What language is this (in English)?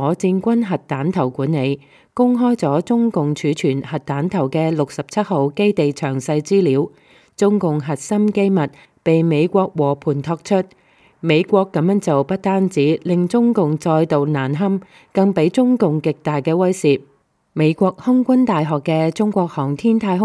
Cantonese